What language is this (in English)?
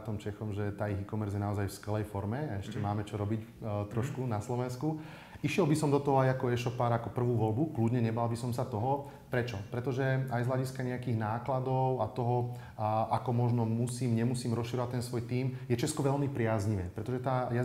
Slovak